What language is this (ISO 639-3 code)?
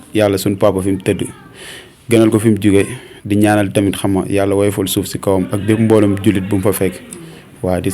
wol